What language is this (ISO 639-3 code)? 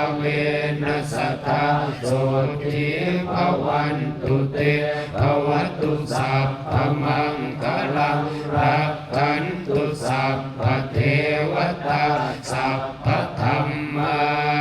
pli